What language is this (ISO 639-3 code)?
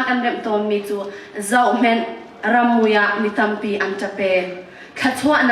cnh